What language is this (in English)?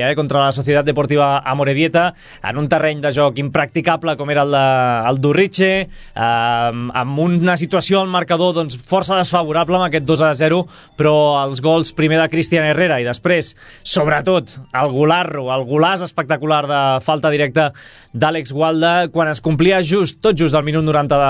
Catalan